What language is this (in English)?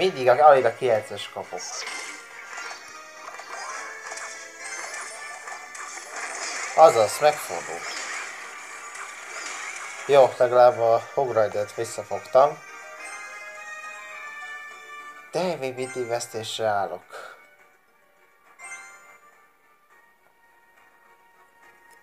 Hungarian